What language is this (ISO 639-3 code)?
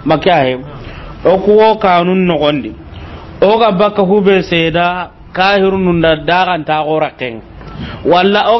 snk